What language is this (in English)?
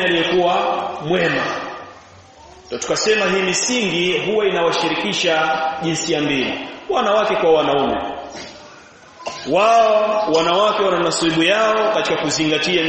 Swahili